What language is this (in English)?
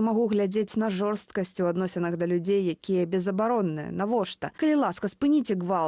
Belarusian